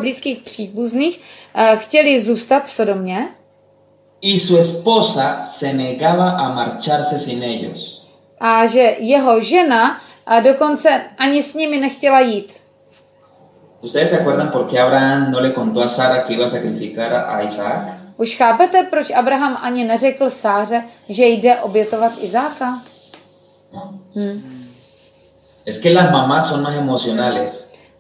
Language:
Czech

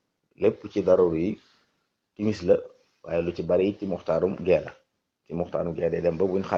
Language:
Wolof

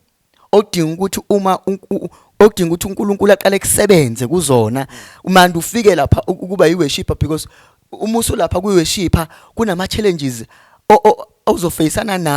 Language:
Zulu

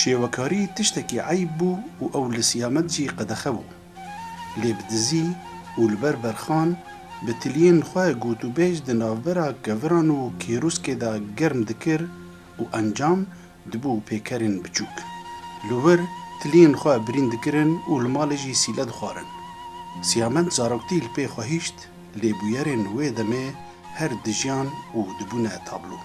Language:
Kurdish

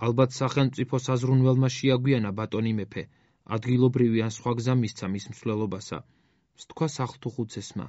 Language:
Georgian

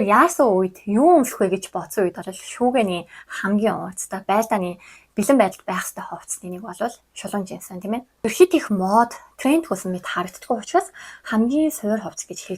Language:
Mongolian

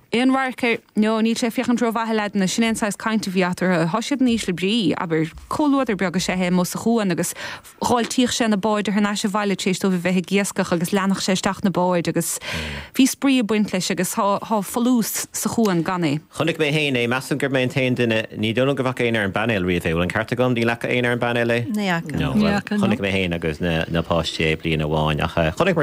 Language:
Irish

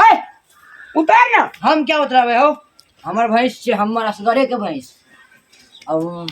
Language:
Maithili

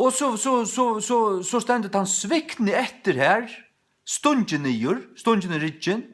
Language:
Faroese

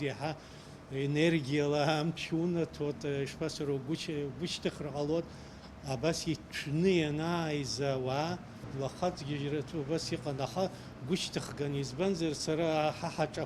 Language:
Abkhazian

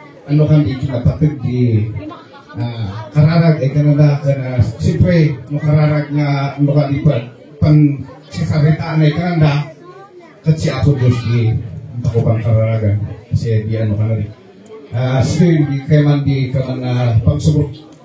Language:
Kankanaey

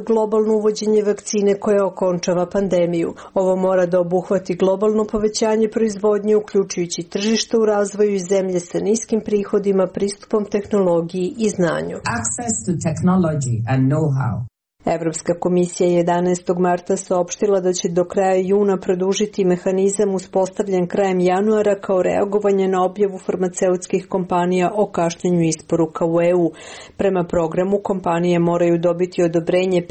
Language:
Serbian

